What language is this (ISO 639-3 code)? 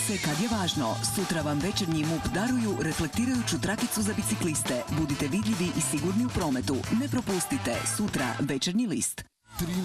hrv